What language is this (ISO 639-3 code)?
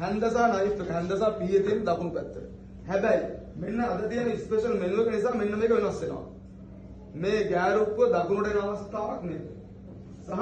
sin